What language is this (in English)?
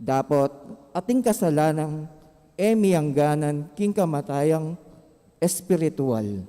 Pampanga